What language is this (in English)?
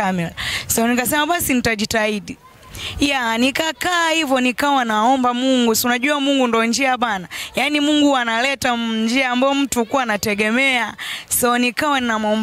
Swahili